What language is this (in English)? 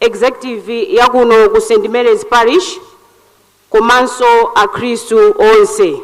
Nyanja